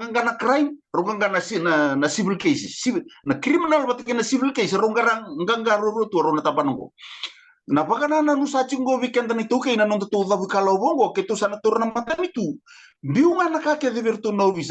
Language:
Fijian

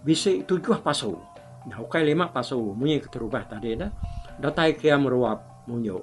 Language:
Iban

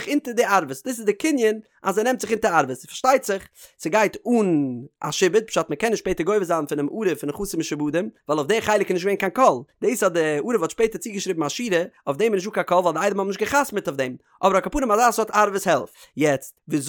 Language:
Yiddish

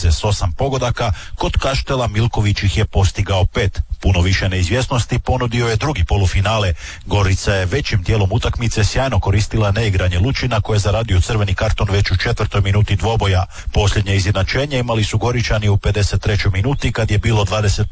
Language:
Croatian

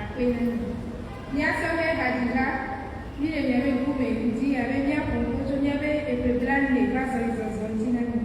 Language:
Ewe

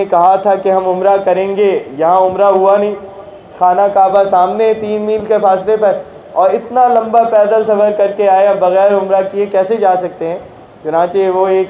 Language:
Urdu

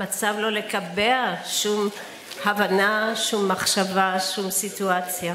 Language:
Hebrew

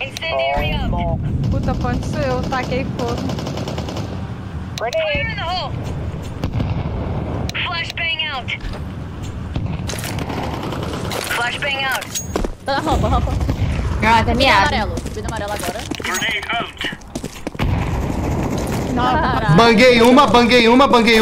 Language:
Portuguese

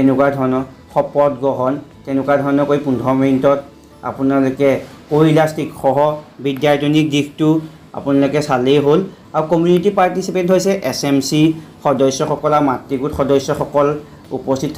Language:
Assamese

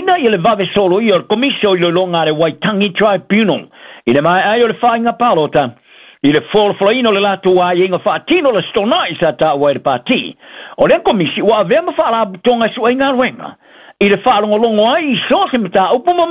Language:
Samoan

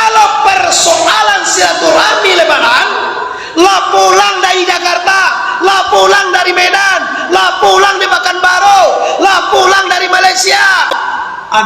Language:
Minangkabau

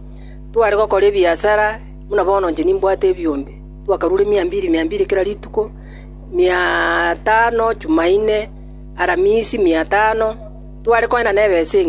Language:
Gusii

